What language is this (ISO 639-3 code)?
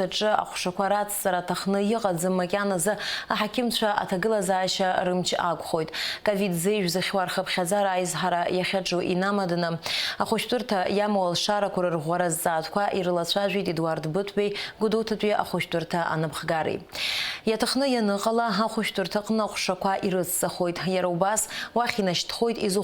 abk